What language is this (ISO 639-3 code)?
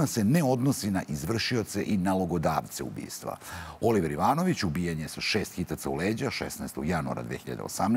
srp